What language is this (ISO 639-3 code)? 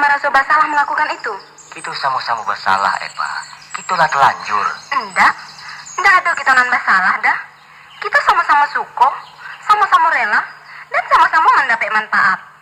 min